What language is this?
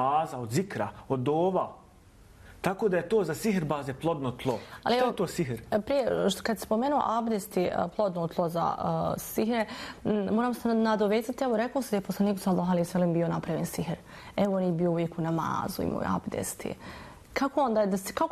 Bosnian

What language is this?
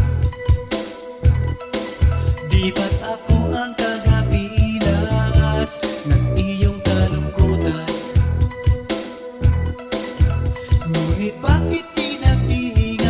Filipino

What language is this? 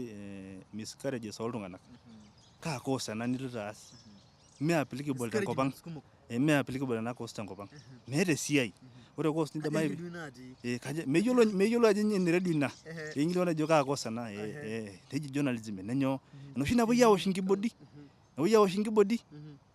Masai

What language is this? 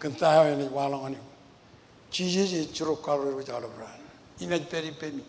Marshallese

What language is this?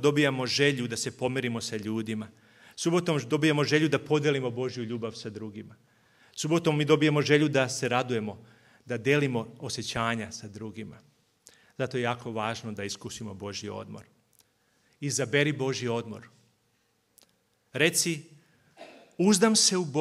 Serbian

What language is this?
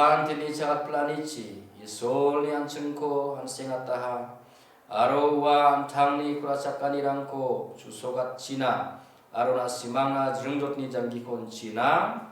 Garo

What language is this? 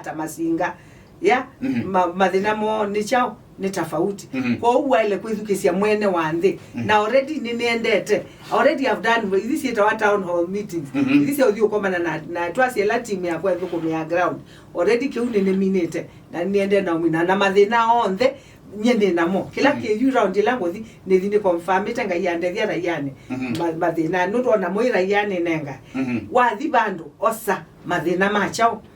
Kamba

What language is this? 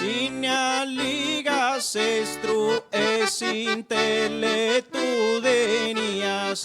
Sardinian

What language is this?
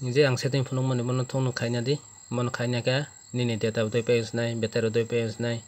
Kok Borok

